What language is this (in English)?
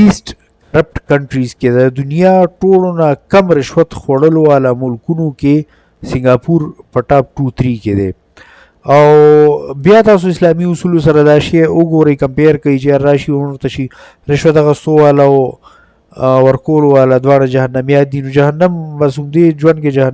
Pashto